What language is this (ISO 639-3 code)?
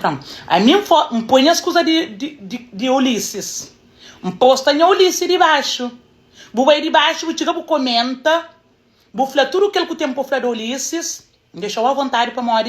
kea